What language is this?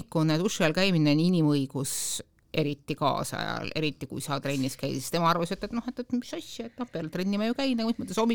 Estonian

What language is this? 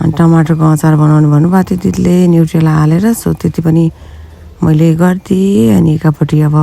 Nepali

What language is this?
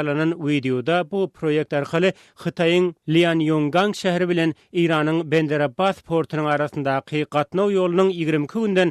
Turkmen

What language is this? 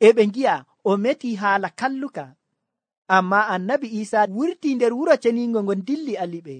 Nigerian Fulfulde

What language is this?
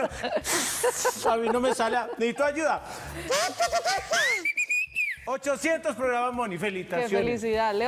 Spanish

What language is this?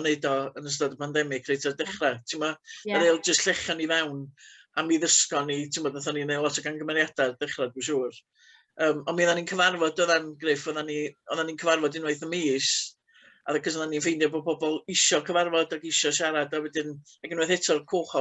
Welsh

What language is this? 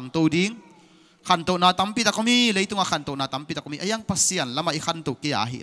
Tedim Chin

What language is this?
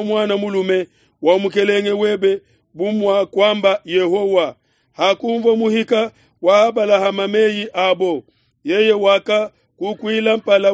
Luba-Lulua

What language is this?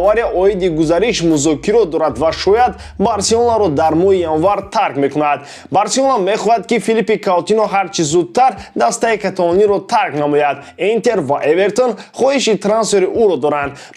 Tajik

